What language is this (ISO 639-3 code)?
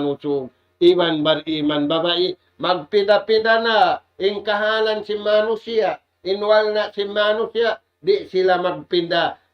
tsg